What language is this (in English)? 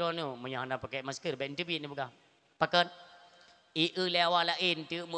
Achinese